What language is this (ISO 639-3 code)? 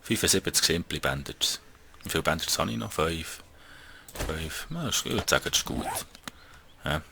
gsw